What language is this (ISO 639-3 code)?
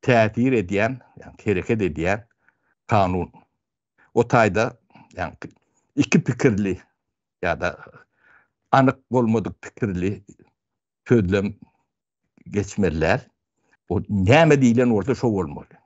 tuk